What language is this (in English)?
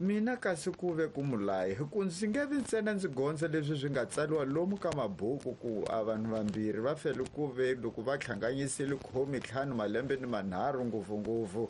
Tsonga